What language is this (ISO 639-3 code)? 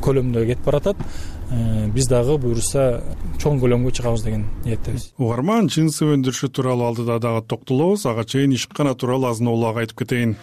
kir